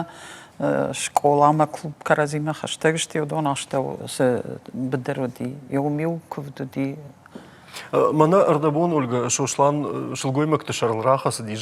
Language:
Ossetic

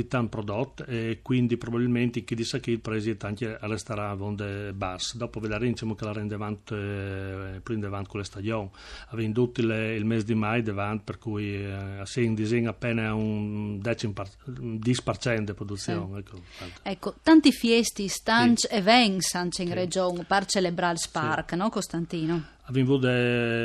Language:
Friulian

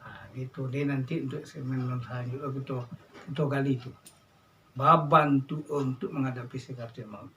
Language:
Minangkabau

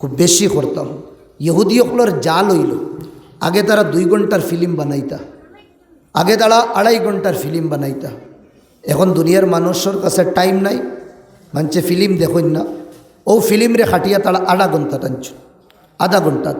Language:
Sylheti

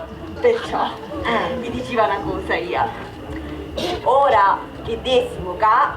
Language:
Sicilian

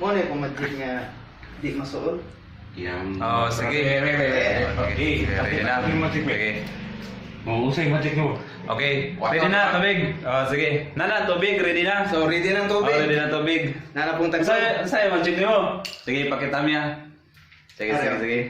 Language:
Cebuano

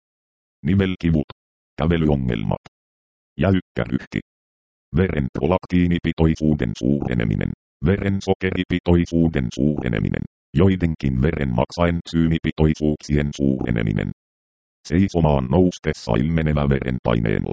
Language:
Finnish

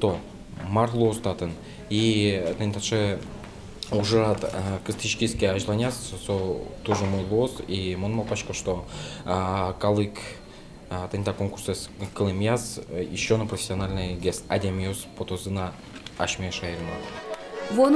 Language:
Udmurt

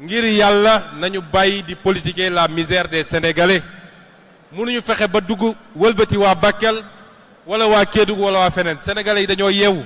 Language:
Wolof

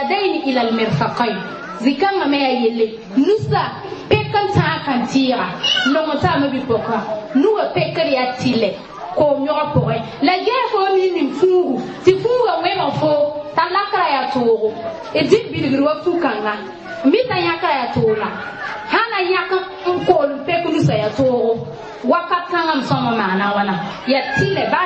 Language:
Mossi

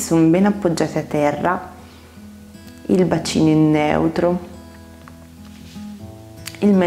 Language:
Italian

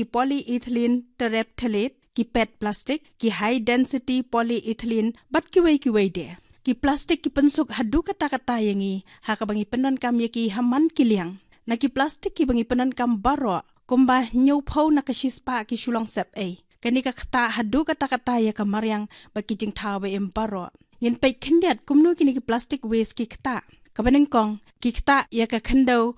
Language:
Khasi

